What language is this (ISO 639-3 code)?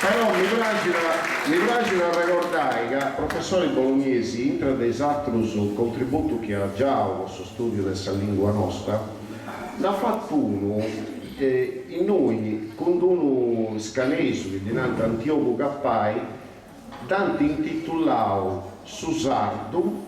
srd